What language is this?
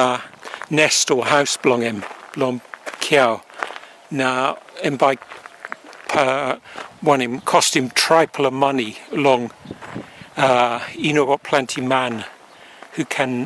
Tok Pisin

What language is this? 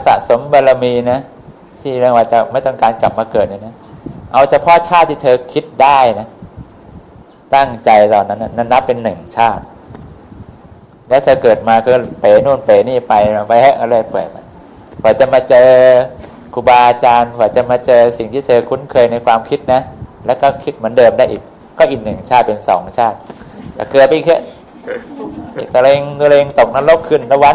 Thai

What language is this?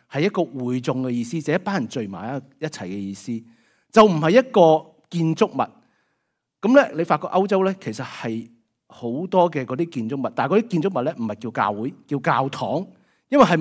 Cantonese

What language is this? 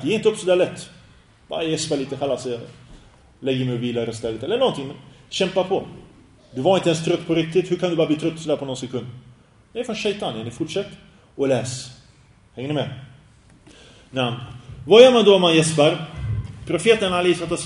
Swedish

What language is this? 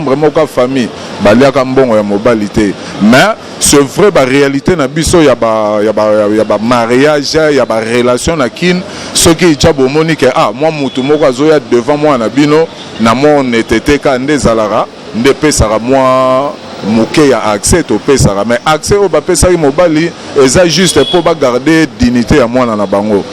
Lingala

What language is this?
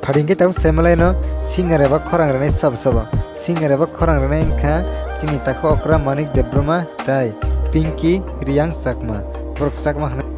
Kok Borok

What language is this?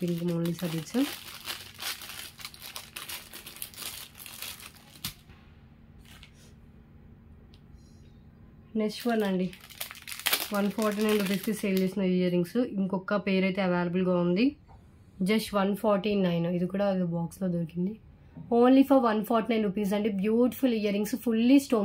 Telugu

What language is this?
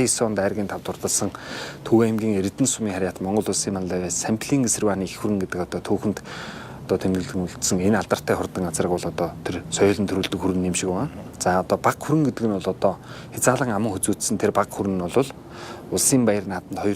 Mongolian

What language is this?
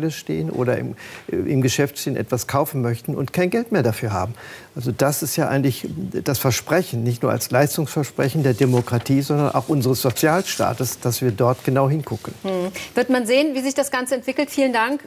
German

